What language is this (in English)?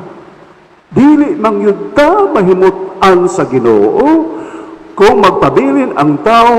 Cebuano